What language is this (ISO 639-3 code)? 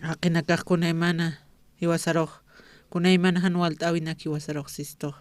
aym